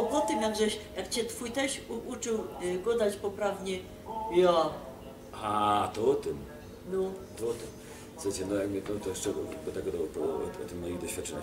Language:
Silesian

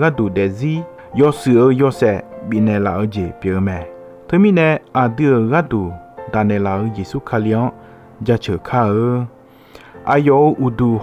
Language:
Akha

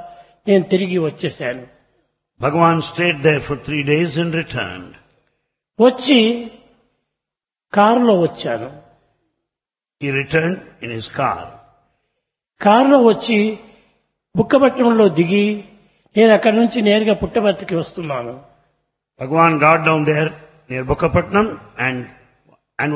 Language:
Telugu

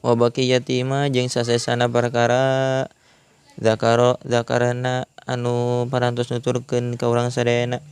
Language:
Sundanese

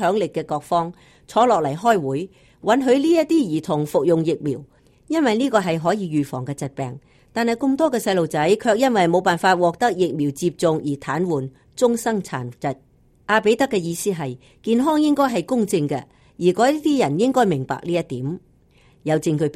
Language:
Cantonese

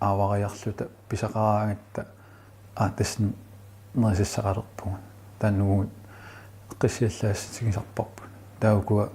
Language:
Kalaallisut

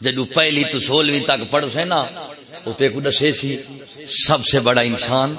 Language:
Saraiki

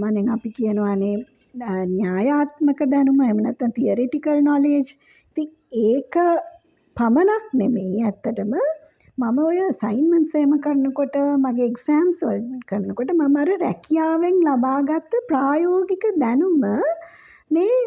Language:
Sinhala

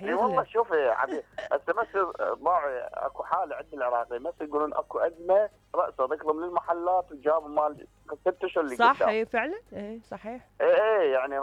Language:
Mesopotamian Arabic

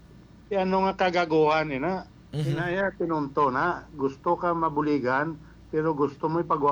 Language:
Hiligaynon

